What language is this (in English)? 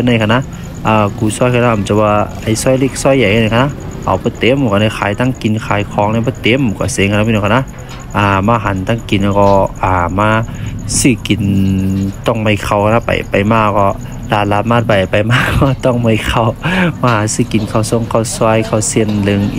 Shan